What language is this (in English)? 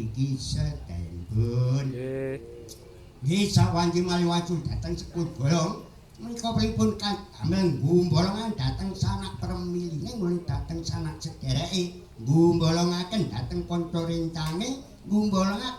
Javanese